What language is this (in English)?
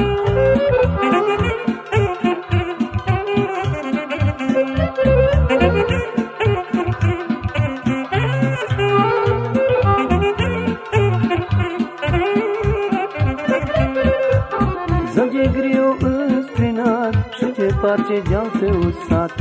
Romanian